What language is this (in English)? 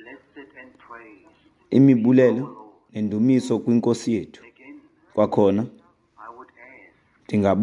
Xhosa